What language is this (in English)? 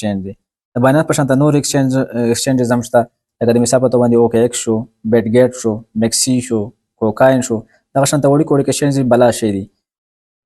Pashto